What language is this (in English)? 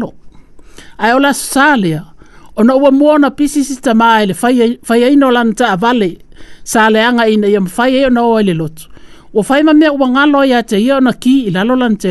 Samoan